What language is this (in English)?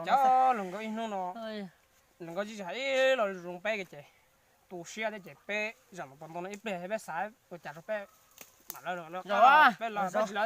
Hmong